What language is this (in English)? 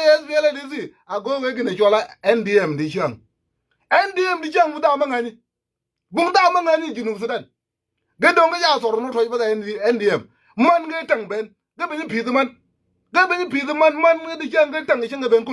Nuer